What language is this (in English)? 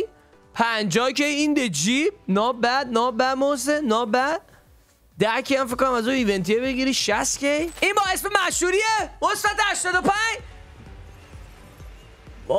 Persian